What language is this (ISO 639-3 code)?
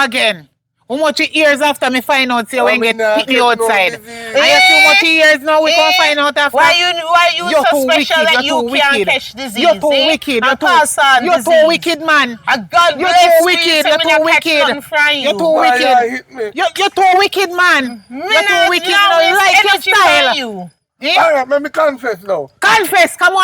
jam